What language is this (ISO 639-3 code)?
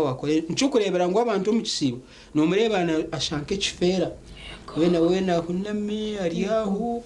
nyn